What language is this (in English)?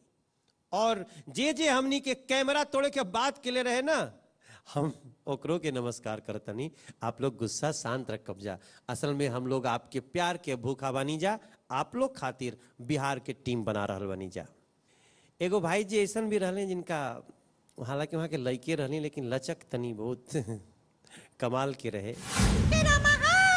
Bhojpuri